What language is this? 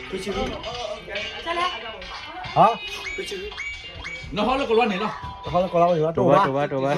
S'gaw Karen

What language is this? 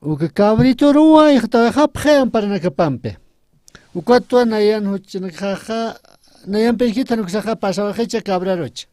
Aymara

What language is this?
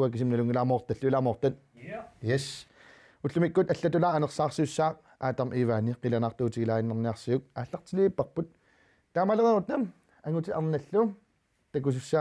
Kalaallisut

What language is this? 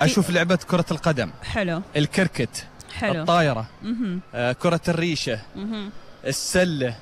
Gulf Arabic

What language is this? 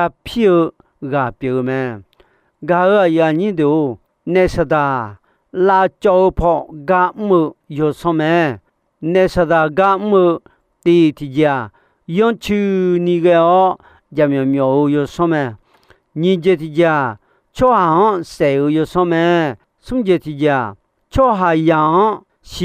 Akha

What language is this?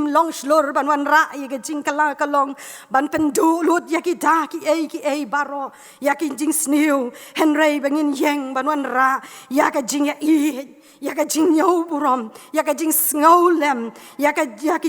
Khasi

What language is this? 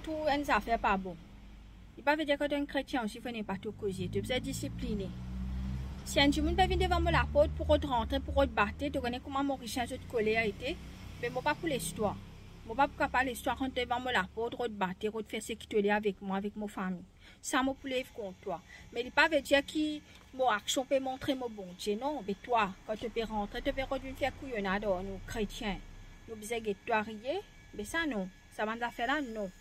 Morisyen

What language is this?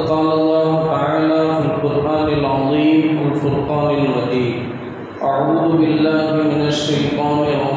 Tamil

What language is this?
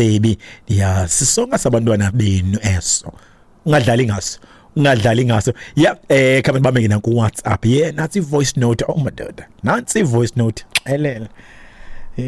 Xhosa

